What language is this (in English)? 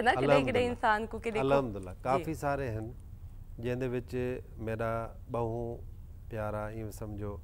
Saraiki